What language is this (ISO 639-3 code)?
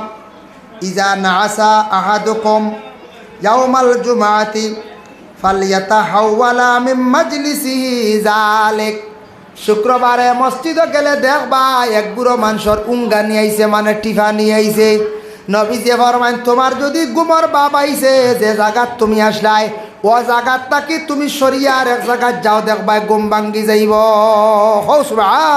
syl